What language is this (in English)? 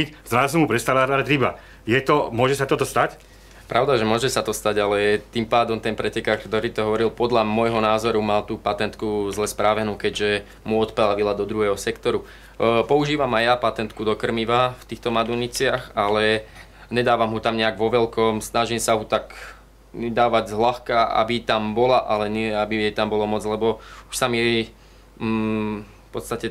Slovak